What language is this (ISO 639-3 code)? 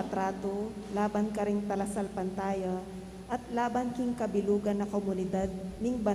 pam